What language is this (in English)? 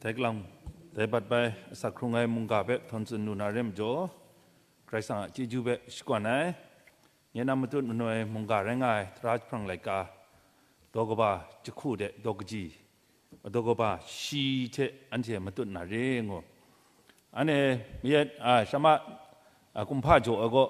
Kachin